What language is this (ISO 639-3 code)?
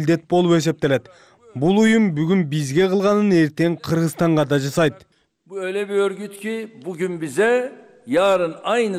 kir